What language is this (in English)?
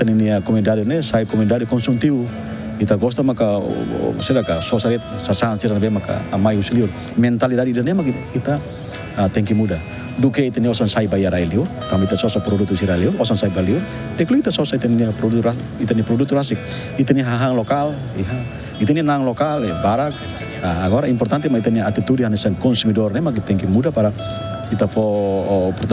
Tetum